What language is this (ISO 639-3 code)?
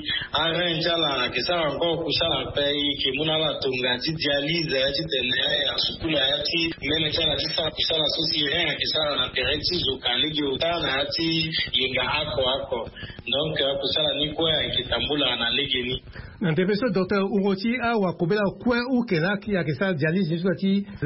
sag